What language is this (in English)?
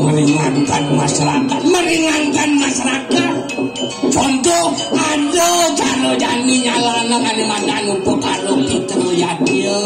Balinese